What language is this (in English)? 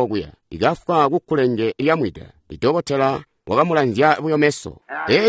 Tonga (Zambia)